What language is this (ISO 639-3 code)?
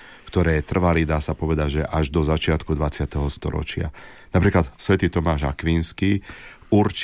slk